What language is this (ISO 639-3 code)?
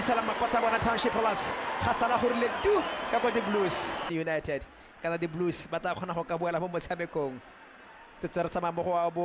tsn